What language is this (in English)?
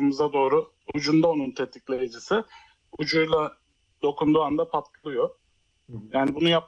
Turkish